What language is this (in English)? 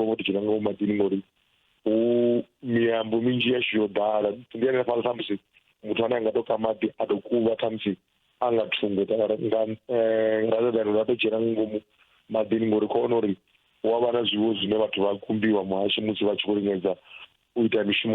Venda